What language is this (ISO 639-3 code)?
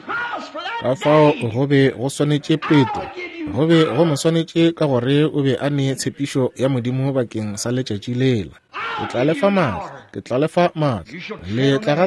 nso